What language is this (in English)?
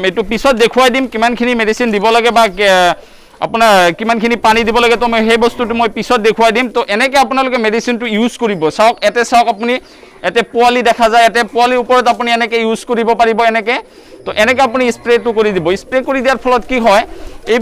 Assamese